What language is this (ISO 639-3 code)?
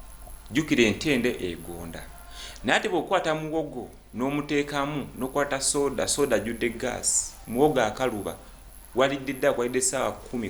lug